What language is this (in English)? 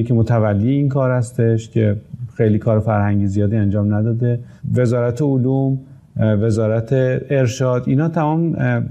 Persian